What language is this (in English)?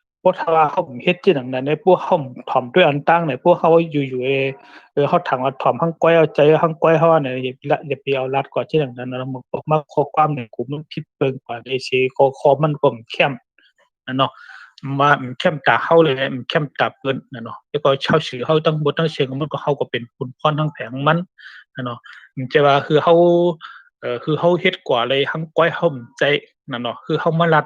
Shan